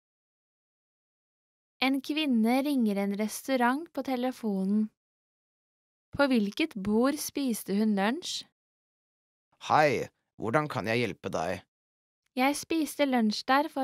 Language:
Norwegian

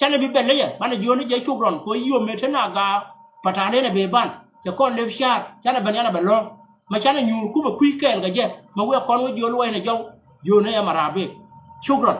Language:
Nuer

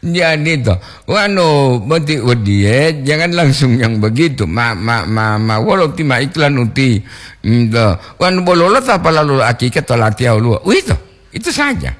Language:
Gorontalo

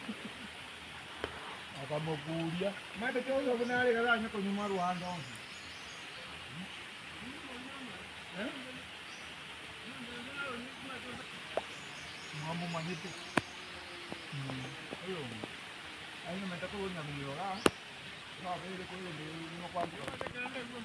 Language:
Swahili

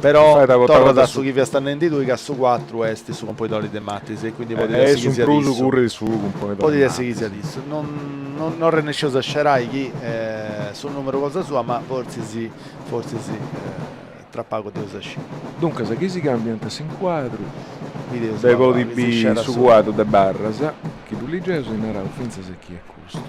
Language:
Sardinian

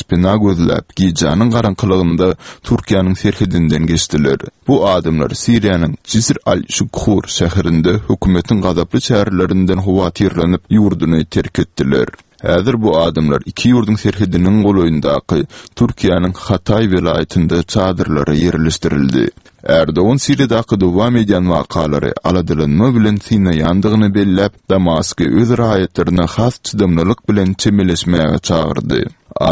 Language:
Turkmen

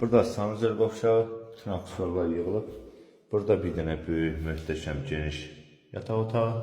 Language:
Azerbaijani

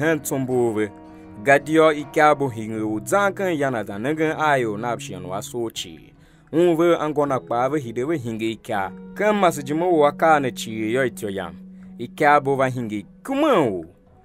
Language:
Tiv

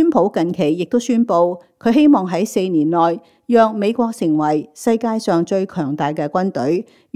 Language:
Cantonese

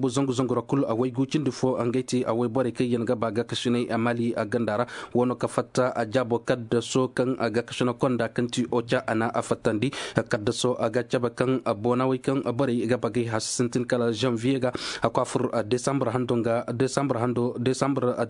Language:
Zarma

